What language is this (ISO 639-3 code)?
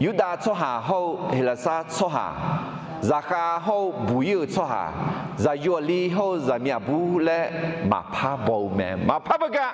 ahk